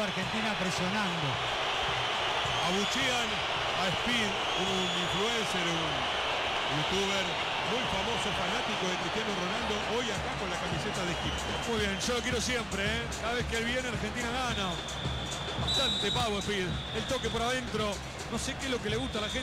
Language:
Spanish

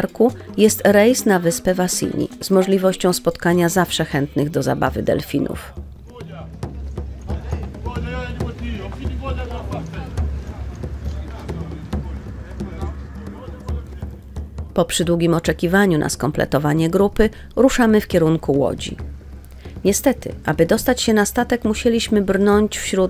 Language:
Polish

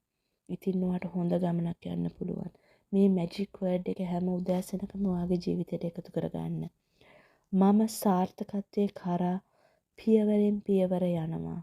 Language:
Sinhala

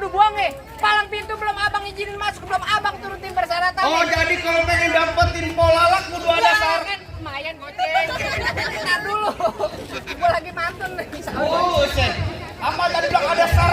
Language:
Betawi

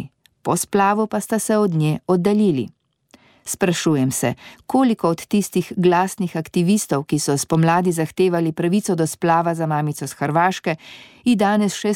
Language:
Slovenian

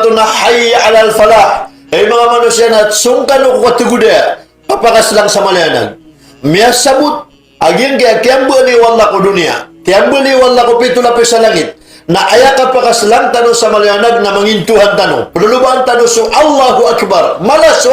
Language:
Maranao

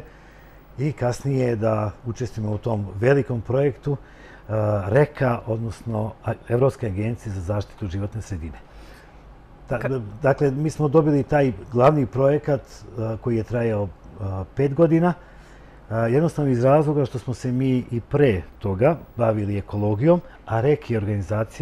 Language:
Serbian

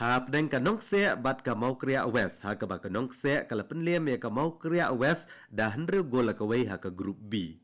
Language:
Khasi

